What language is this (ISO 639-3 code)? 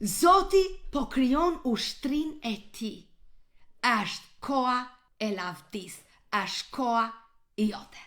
sqi